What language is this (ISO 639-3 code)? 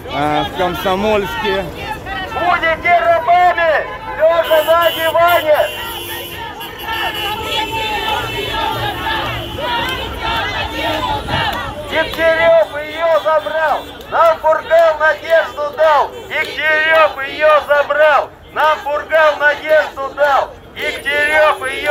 rus